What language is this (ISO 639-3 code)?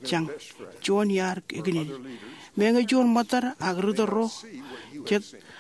mah